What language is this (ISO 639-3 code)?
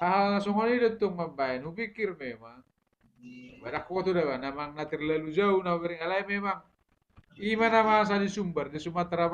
bbc